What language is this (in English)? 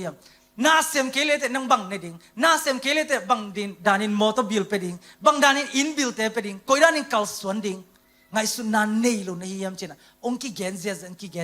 Tedim Chin